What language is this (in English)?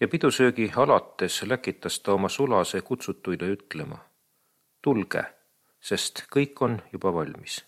Estonian